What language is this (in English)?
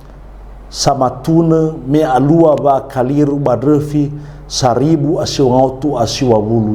Nias